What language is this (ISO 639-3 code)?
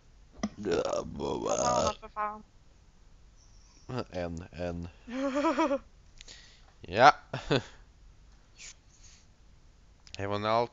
swe